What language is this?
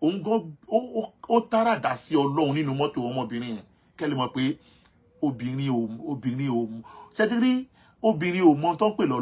Yoruba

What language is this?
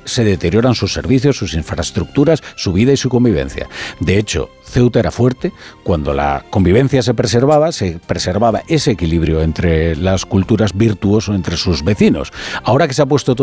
Spanish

